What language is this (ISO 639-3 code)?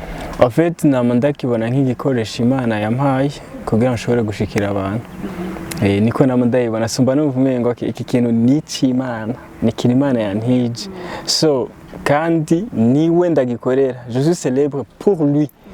run